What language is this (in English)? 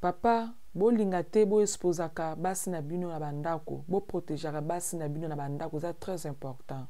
Lingala